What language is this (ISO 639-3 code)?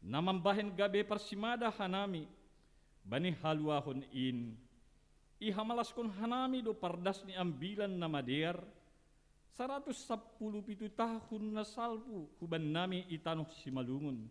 bts